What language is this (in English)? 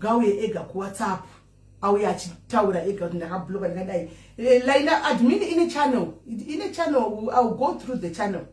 Shona